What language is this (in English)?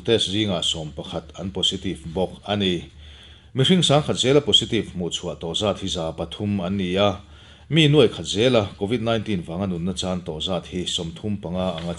Mizo